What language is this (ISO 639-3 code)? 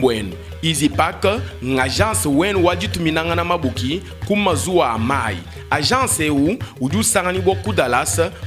lua